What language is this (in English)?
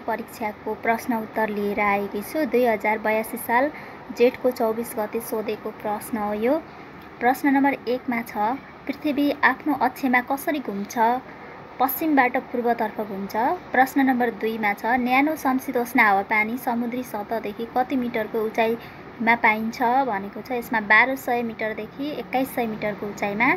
Nepali